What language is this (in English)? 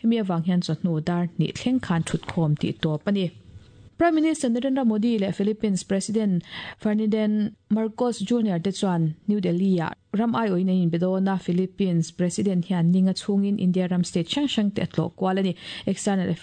Mizo